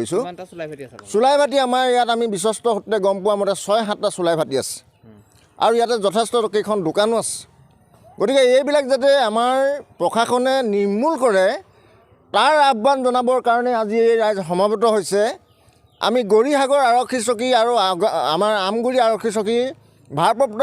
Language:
Assamese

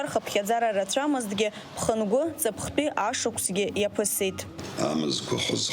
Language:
Abkhazian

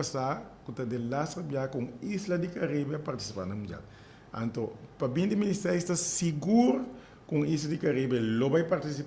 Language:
Papiamento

